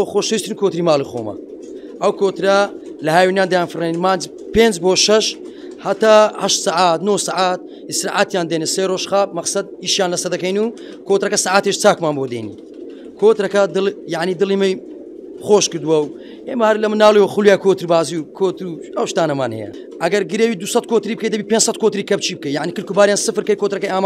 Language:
Central Kurdish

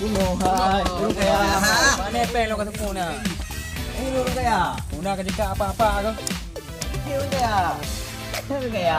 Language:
Achinese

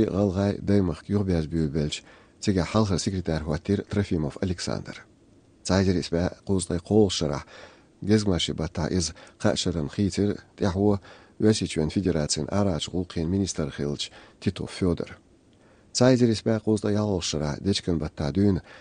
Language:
Chechen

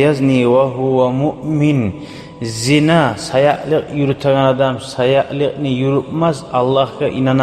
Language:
Kumyk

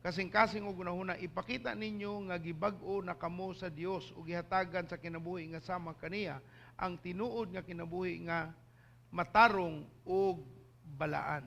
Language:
Cebuano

